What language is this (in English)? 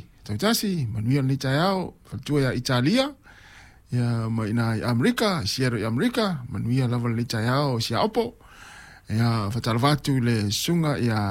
Samoan